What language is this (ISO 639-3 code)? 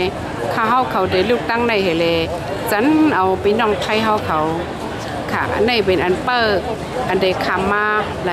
shn